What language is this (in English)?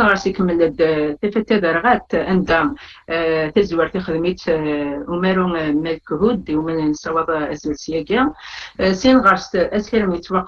Kabyle